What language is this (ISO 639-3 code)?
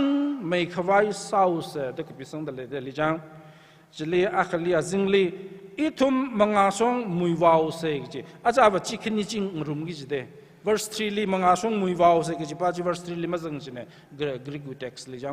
nmf